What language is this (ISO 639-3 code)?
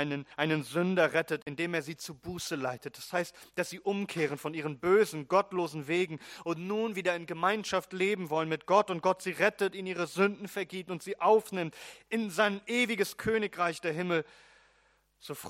deu